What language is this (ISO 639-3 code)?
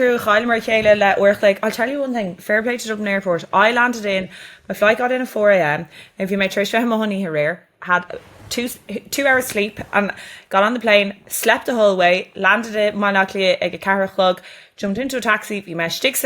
gle